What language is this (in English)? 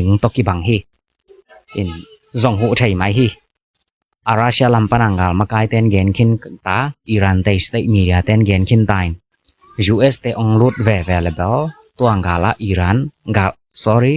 Tedim Chin